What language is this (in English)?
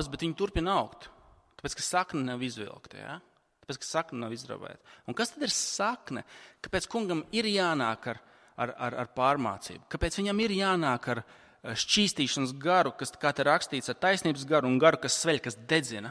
Latvian